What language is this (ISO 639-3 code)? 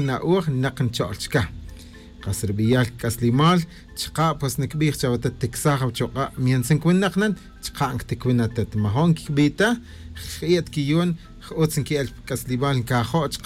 tzj